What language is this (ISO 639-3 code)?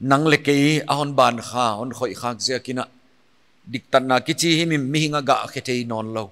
pck